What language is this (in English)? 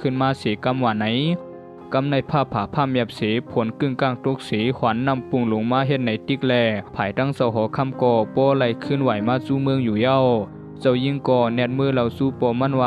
Shan